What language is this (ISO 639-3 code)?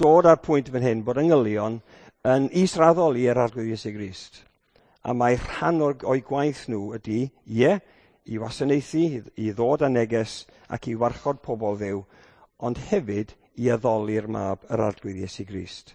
cym